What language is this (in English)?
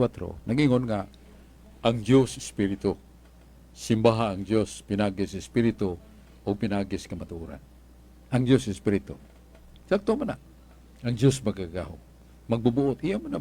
Cebuano